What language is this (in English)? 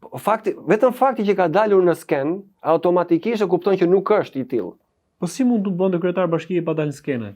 Albanian